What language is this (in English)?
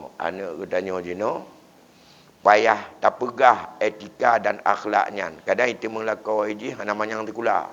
Achinese